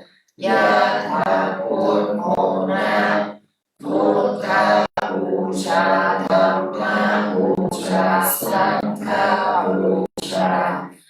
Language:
Pali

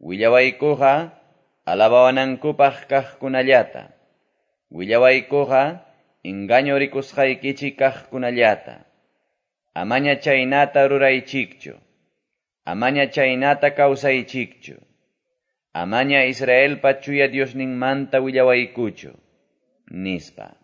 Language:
Quechua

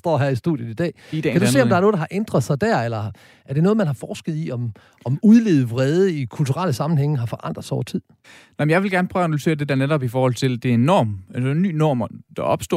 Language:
Danish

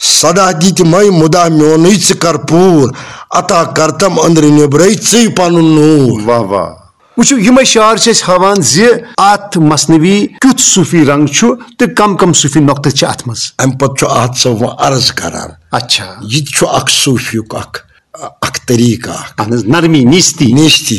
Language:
Kashmiri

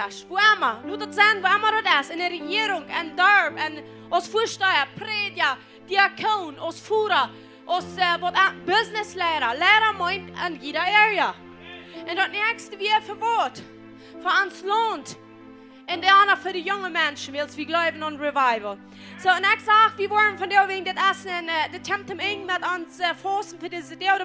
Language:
Plautdietsch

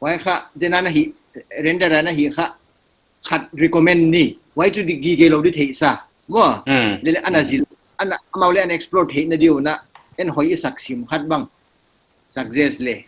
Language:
Paite Chin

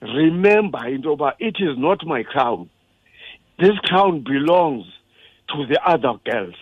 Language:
Xhosa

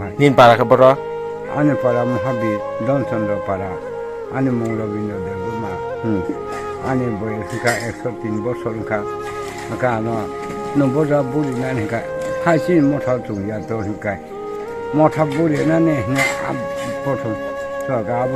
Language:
Kok Borok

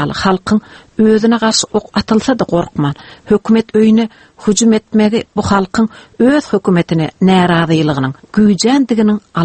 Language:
Turkmen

